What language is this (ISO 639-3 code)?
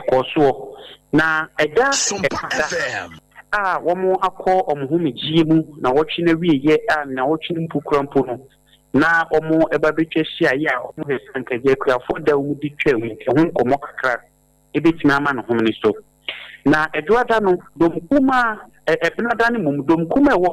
aka